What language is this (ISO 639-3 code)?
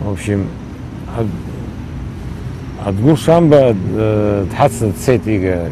abk